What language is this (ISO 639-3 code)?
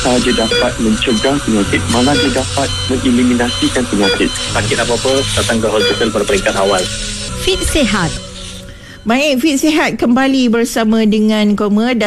msa